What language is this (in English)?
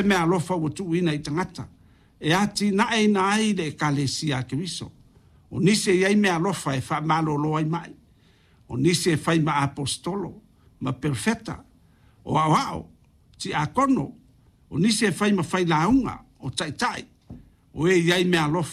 Samoan